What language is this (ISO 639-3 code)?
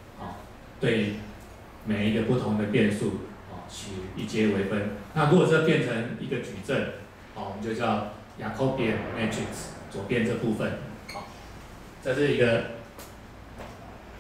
zho